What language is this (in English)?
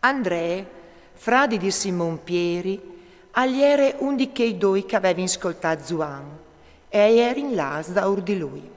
Friulian